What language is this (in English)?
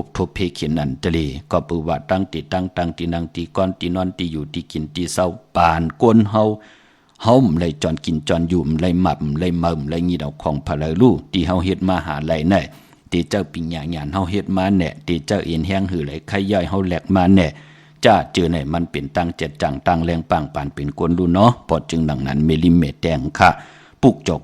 Shan